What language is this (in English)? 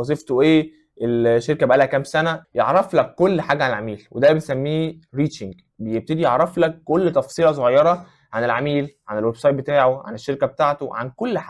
Egyptian Arabic